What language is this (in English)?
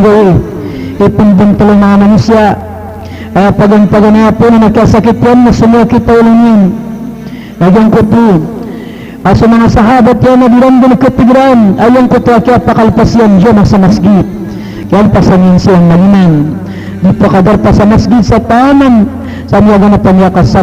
Maranao